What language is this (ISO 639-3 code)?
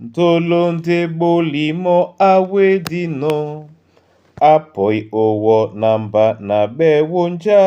dua